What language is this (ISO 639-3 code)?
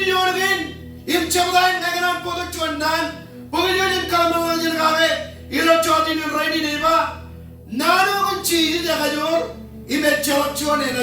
mah